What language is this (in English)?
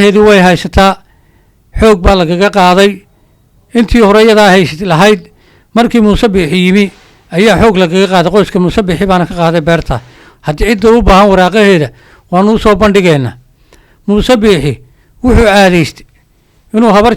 Somali